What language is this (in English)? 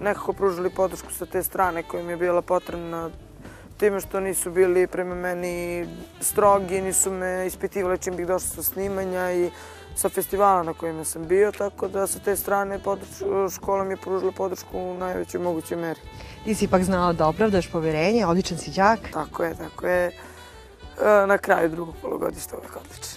Serbian